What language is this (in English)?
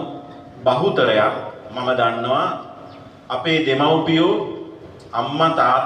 Sinhala